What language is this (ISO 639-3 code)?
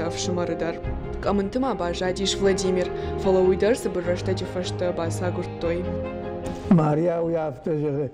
oss